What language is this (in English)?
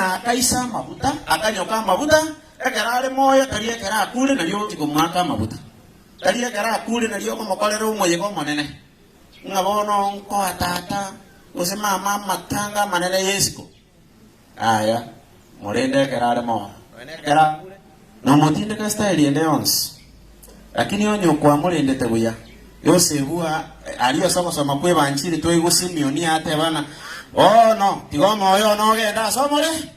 Gusii